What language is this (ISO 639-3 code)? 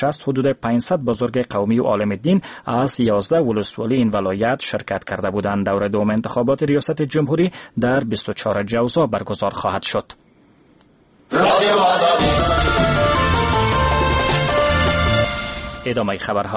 fas